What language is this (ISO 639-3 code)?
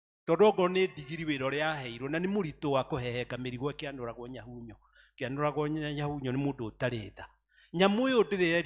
kik